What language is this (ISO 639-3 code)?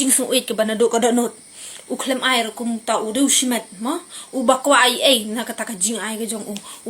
kha